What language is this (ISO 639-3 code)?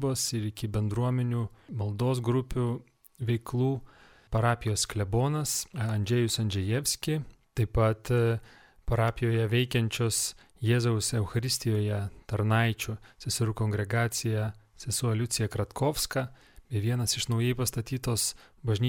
lit